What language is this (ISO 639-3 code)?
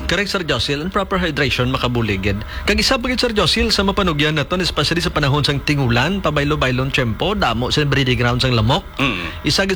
hil